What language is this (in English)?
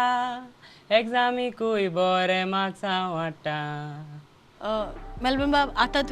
Konkani